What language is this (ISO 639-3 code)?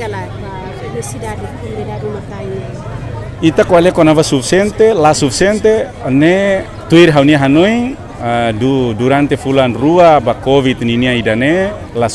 tet